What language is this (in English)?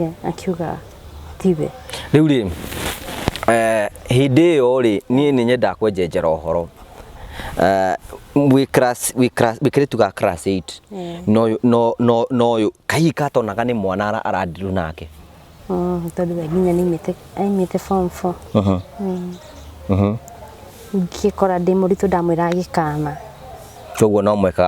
Kikuyu